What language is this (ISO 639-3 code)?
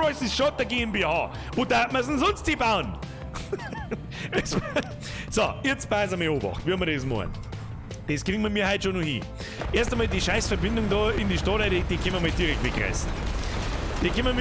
bar